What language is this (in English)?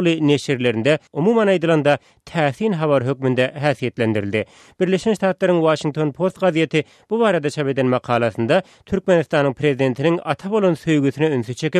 Turkmen